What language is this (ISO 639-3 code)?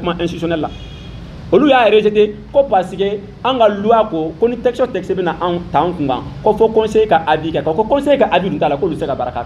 bam